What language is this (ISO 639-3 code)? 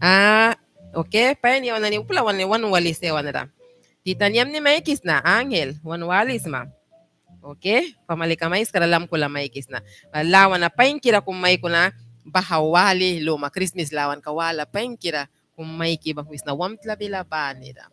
miq